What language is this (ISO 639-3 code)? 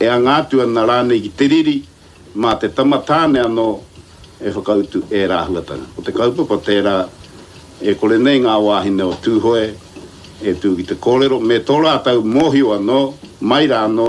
mri